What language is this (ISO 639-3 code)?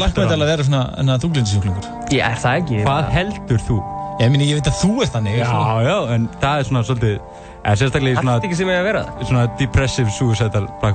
isl